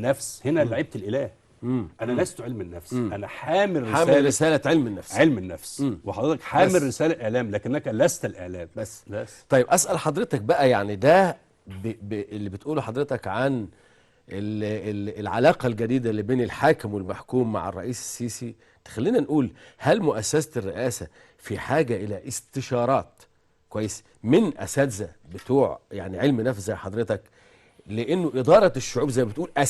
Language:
Egyptian Arabic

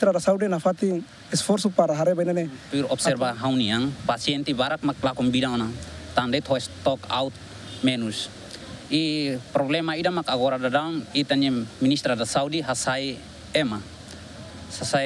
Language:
Tetum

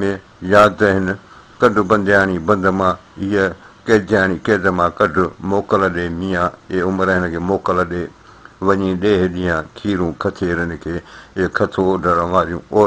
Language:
Sindhi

